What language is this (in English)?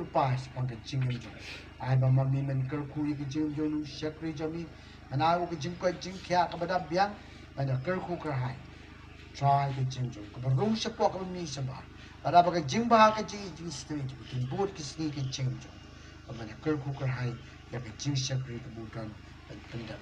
Khasi